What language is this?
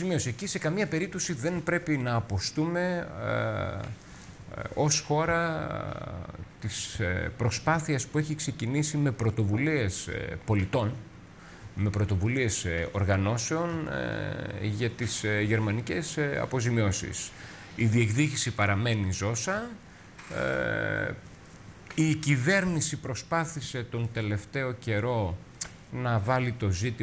Greek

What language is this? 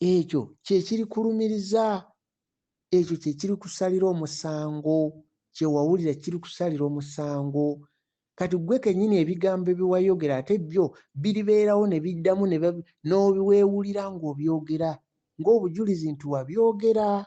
Ganda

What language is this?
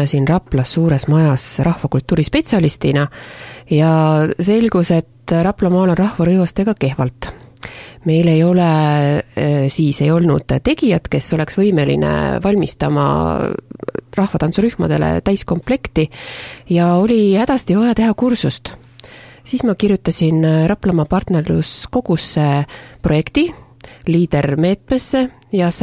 Estonian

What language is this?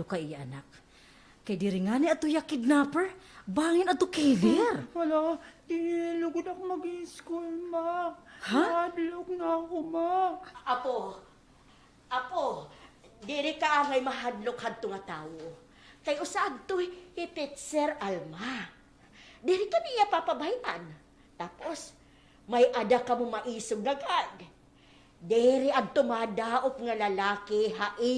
Waray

